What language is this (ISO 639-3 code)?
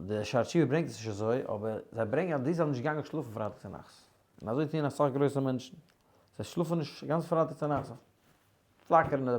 yid